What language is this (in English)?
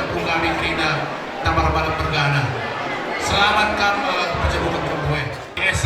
Batak Karo